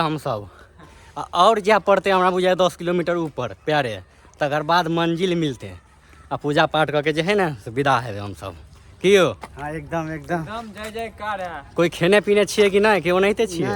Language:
Maithili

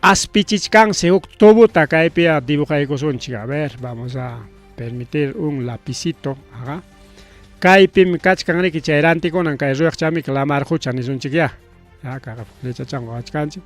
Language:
Ayacucho Quechua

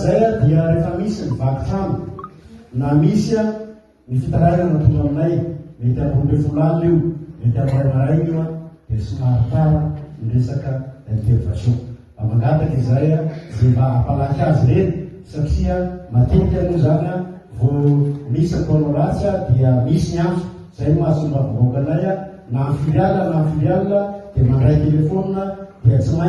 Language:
Malagasy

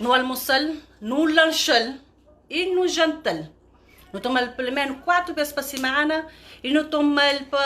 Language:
Kabuverdianu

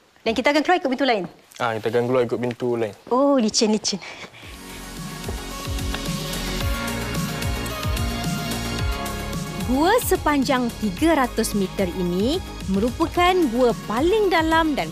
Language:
Malay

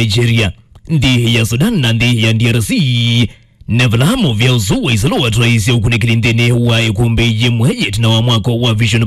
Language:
Kamba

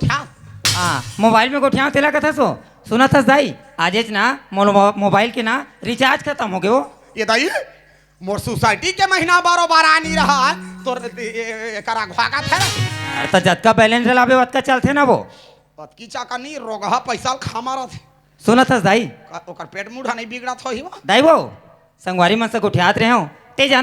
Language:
Chhattisgarhi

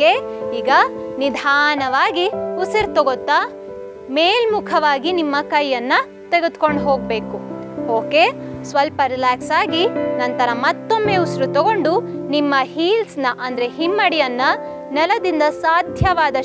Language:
Kannada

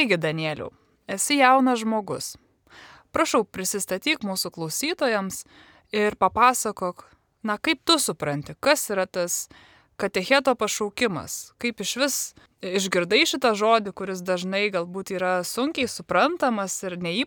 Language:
Lithuanian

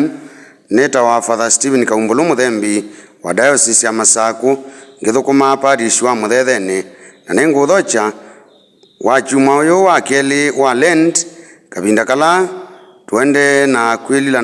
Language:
Kamba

